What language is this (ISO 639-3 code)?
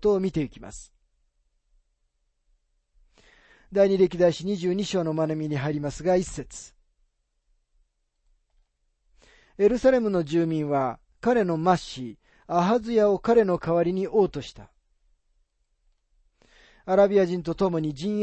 jpn